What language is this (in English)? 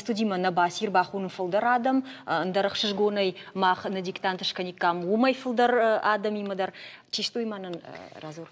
Ossetic